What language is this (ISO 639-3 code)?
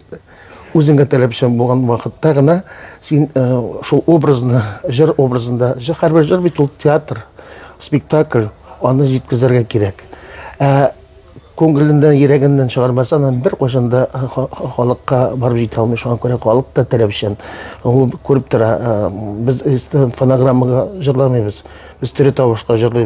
tat